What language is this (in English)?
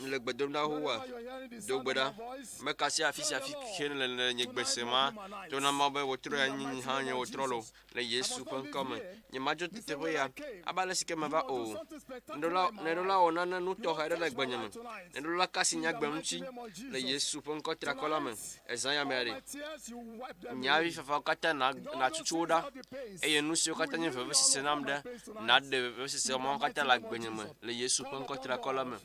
Ewe